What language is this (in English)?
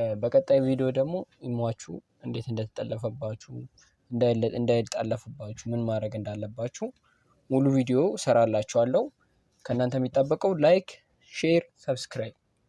Amharic